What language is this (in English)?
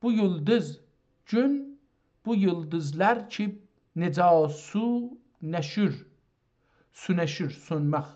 South Azerbaijani